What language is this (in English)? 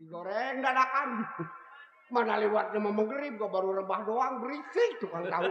Betawi